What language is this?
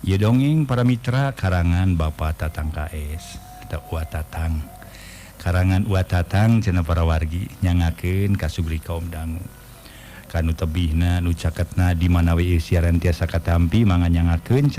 Sundanese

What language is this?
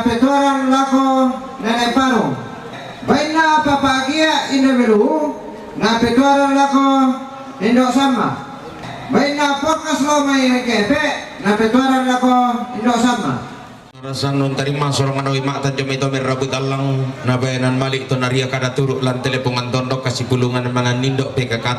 Toraja-Sa'dan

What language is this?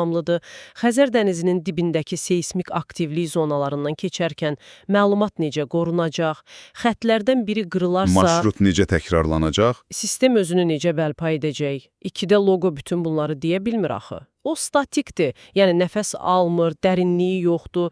Azerbaijani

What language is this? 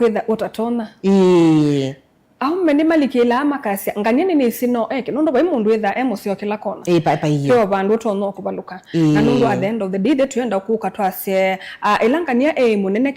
Kamba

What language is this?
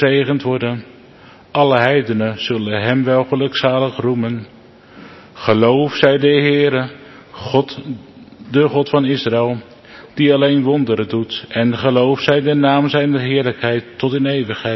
Dutch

